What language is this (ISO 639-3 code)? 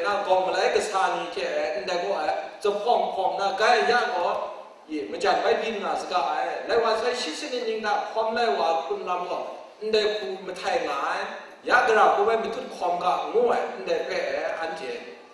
kac